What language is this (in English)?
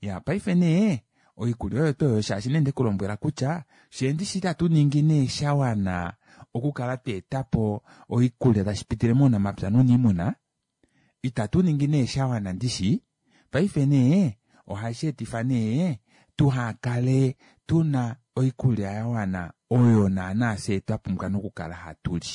Kuanyama